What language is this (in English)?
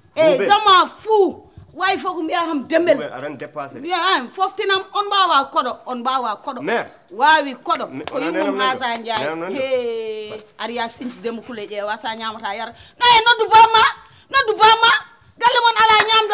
Fula